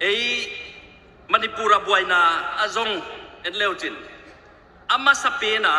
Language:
Tedim Chin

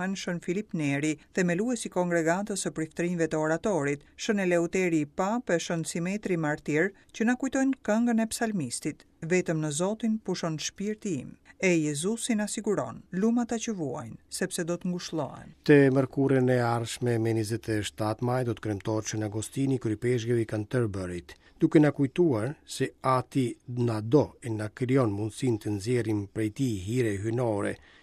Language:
Albanian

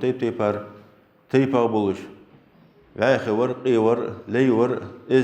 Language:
Ingush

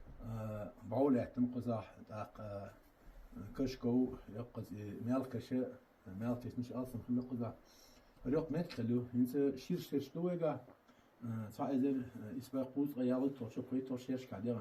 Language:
Chechen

